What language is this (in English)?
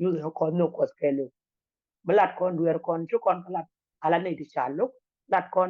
Nuer